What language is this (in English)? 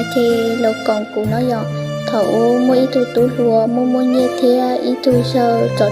Hmong